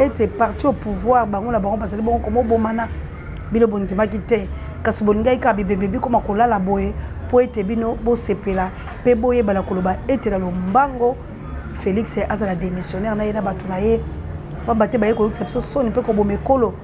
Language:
Lingala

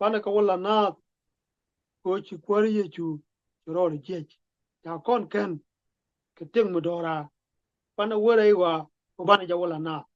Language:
Nuer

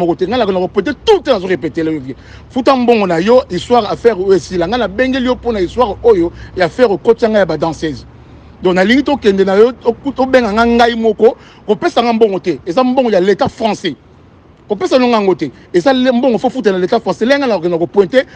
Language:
Lingala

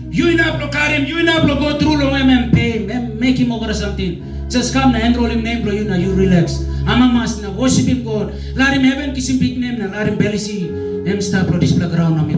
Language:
Tok Pisin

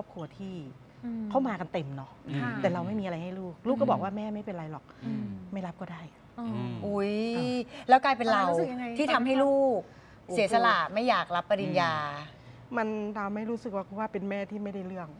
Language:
Thai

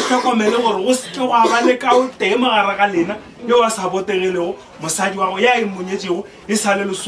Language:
Northern Sotho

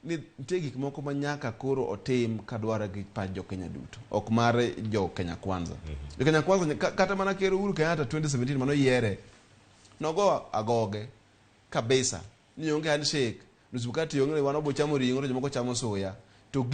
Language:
Luo (Kenya and Tanzania)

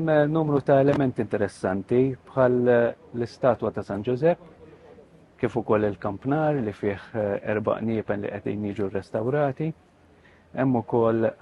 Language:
Maltese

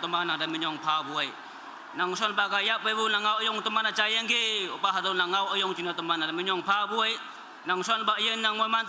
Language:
Naga Pidgin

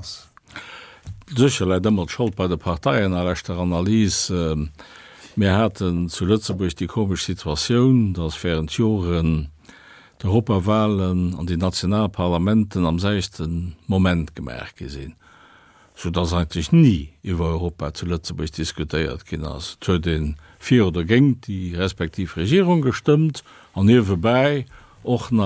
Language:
Luxembourgish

